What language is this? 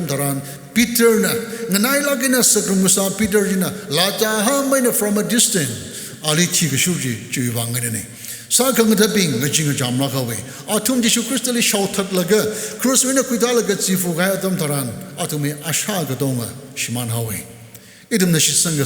Tangkhul Naga (India)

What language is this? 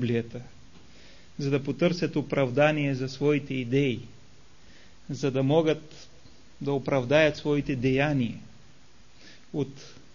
Bulgarian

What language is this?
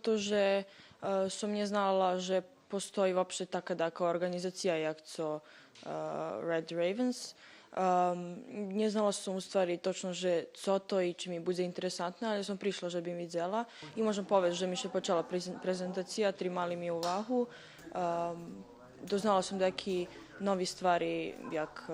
Rusyn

